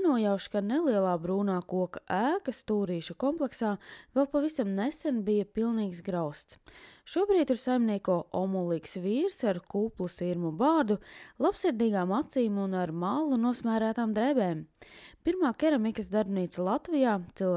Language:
Latvian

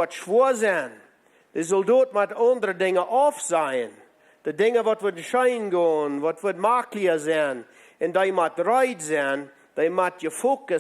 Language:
Plautdietsch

